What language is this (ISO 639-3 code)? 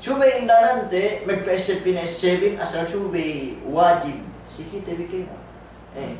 yka